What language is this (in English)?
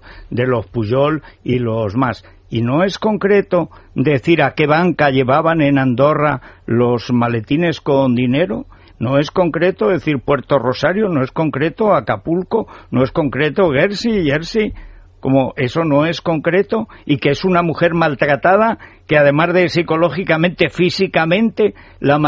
Spanish